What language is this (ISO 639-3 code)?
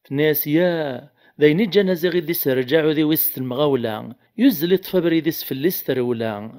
kab